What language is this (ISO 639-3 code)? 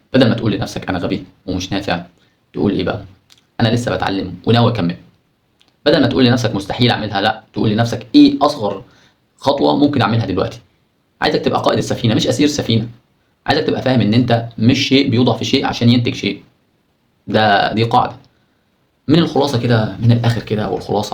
arz